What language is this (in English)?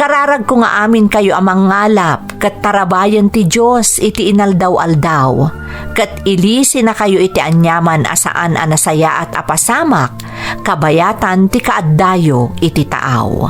Iloko